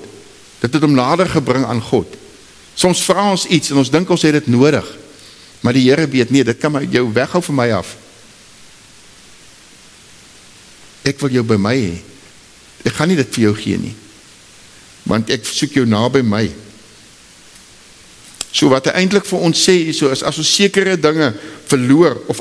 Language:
Afrikaans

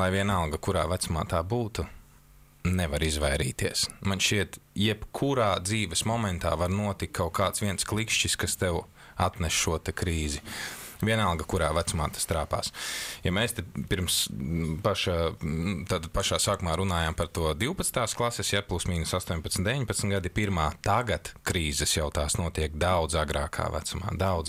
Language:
Latvian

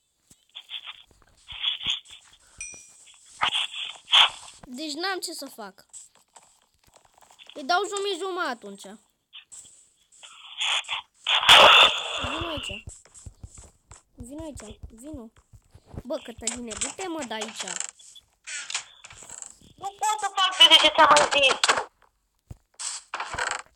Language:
Romanian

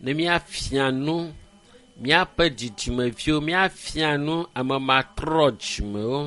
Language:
Ewe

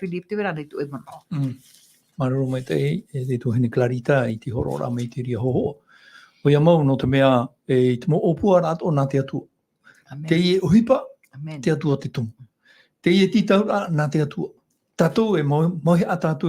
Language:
Tahitian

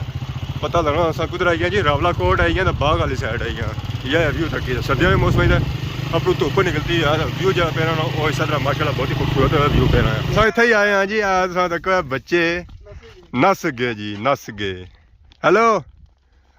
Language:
Pahari-Potwari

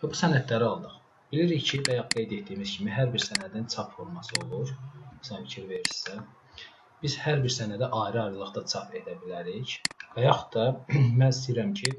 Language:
Azerbaijani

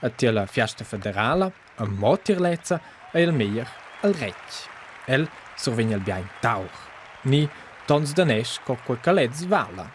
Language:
Romansh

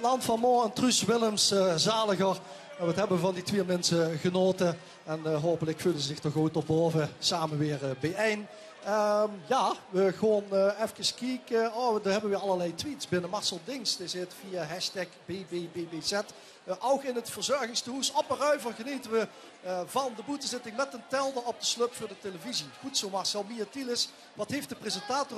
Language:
Limburgish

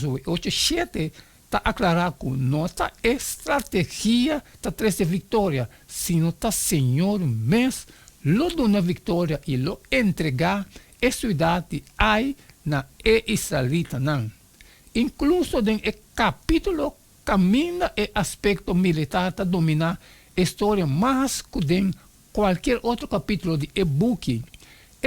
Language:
Papiamento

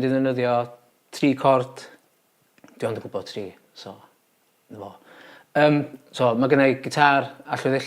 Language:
Welsh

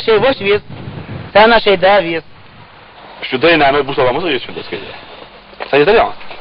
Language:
Chechen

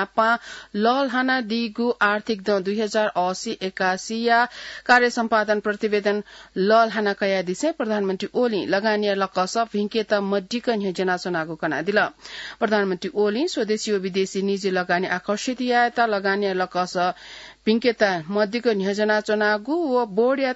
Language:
Newari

